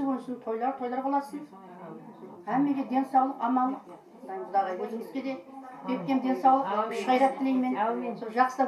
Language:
Kara-Kalpak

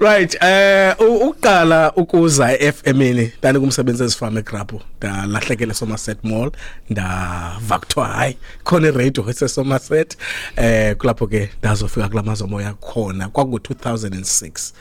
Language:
Xhosa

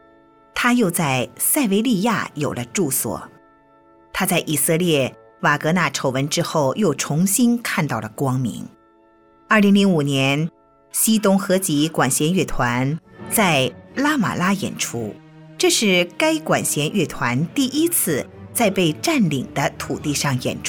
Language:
Chinese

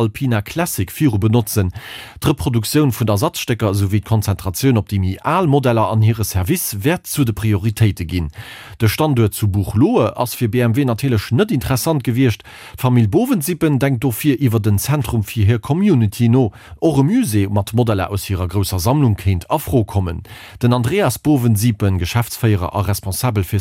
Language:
Luxembourgish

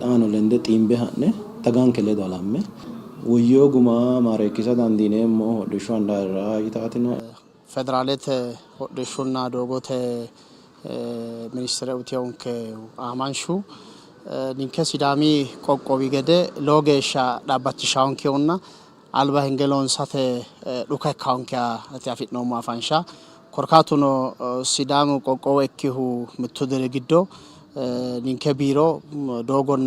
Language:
Sidamo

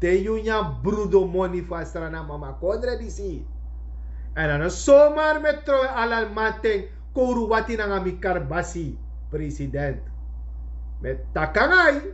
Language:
Sranan Tongo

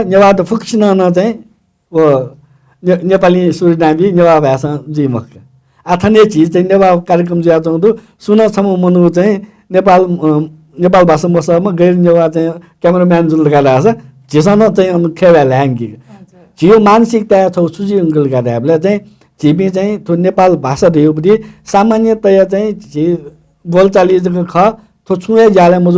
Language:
Newari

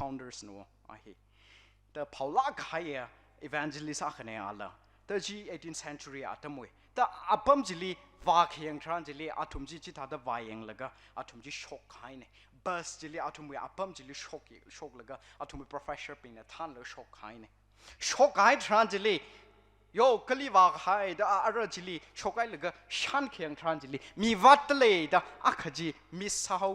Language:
Tangkhul Naga (India)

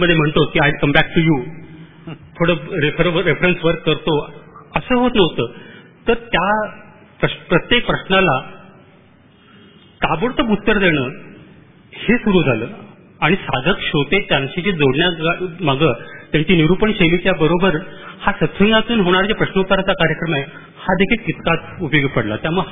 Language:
Marathi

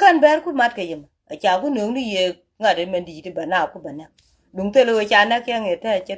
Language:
Nuer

